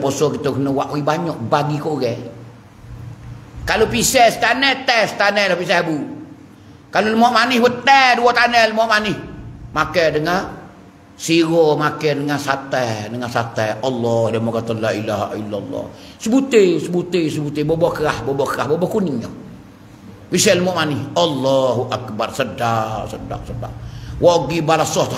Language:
Pattani Malay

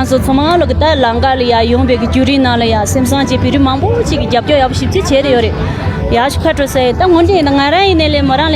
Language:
Tibetan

